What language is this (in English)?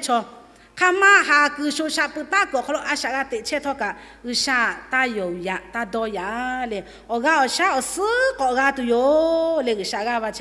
Lahu